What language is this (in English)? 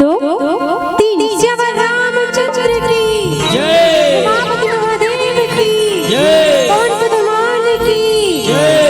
Chhattisgarhi